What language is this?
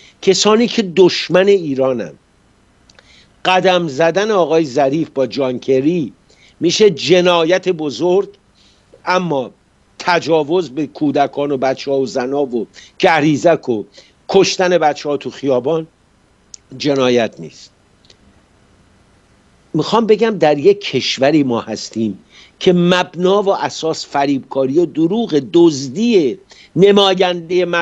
Persian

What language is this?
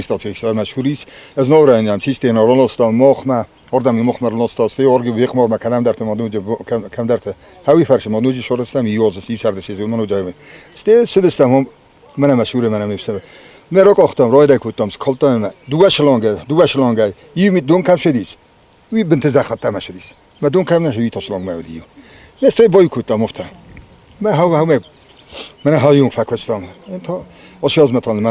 Ossetic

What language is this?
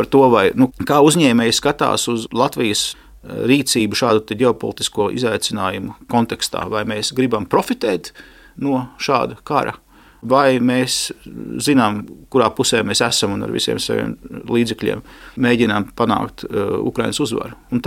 Latvian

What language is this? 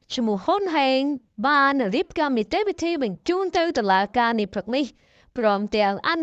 Khmer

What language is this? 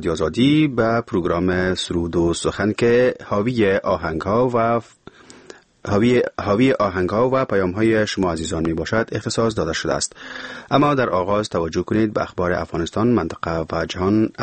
Persian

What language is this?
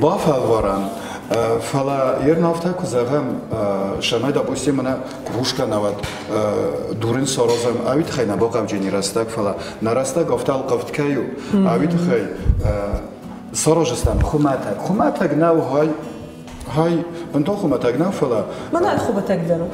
Ossetic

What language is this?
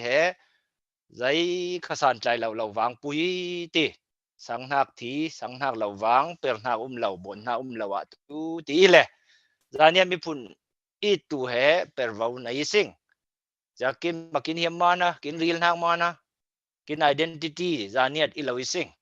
Falam Chin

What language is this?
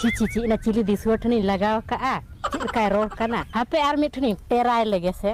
Santali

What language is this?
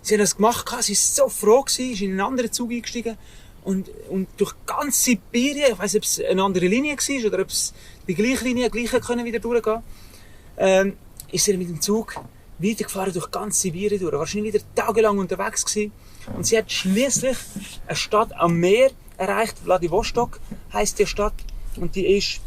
Swiss German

